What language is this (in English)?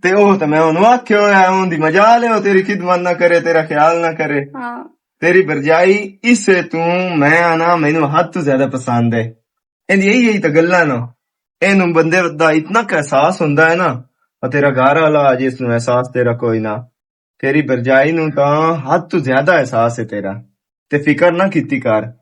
Western Panjabi